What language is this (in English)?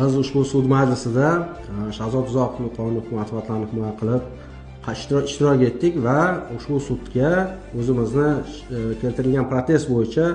Uzbek